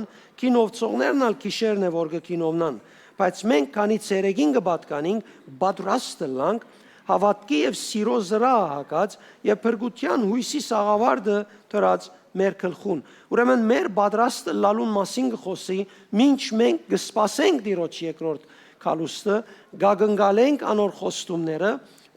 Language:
Western Armenian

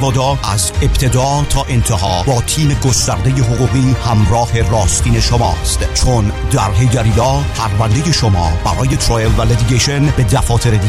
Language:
Persian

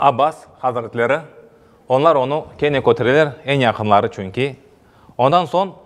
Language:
Crimean Tatar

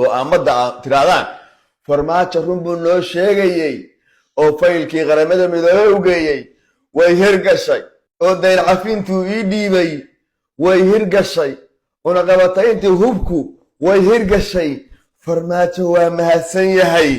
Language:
Somali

